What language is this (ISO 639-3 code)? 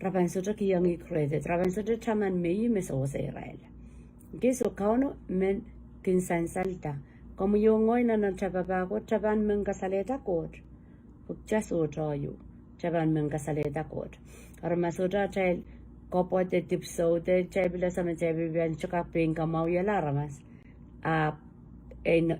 pon